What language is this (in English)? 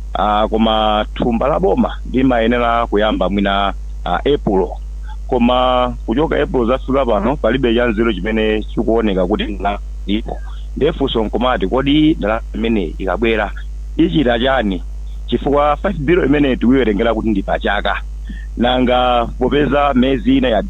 Nyanja